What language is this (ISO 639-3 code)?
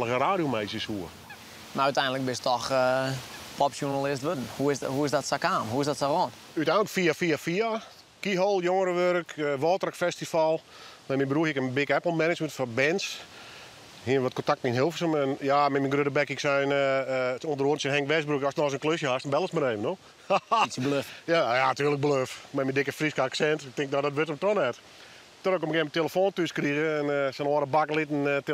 fry